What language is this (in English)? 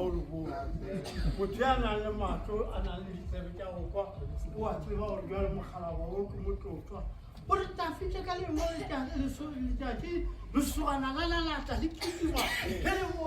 Northern Sotho